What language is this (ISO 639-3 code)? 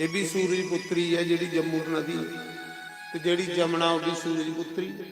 doi